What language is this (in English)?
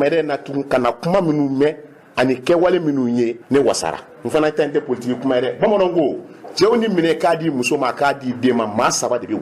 Bambara